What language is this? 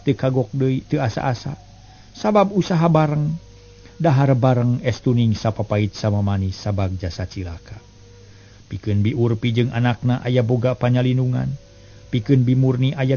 Sundanese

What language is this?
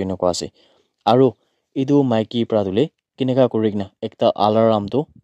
Naga Pidgin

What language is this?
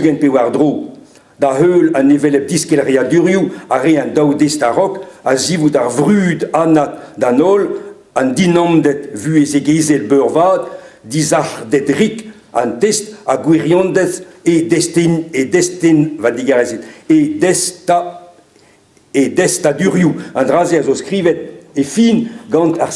Breton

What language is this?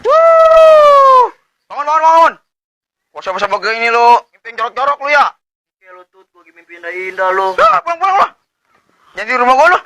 Betawi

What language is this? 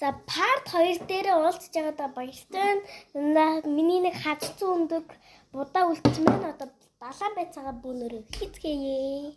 Mongolian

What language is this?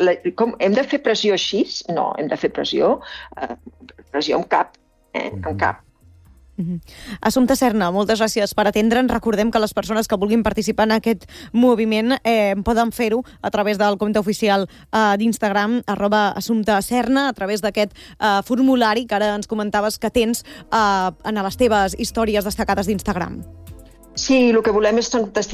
Catalan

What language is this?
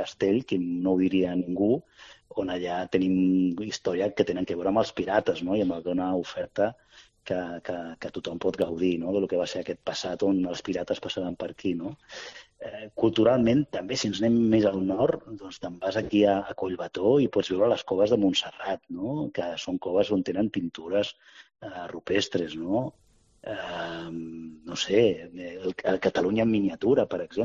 Catalan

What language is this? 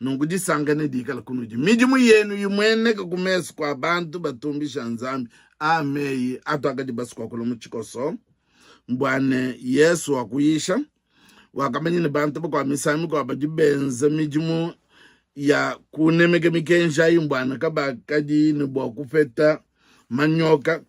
Luba-Lulua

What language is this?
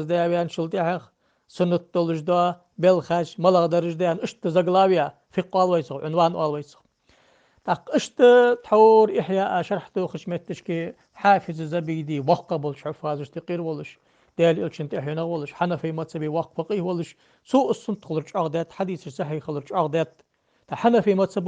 Ingush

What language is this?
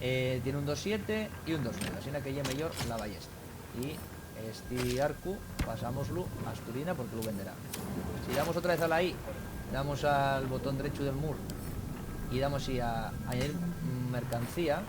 Asturian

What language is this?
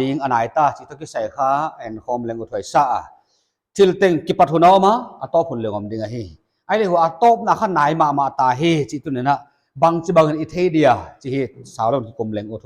Paite Chin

